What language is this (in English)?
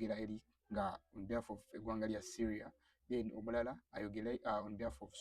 Ganda